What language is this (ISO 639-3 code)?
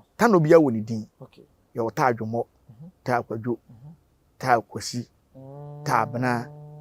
aka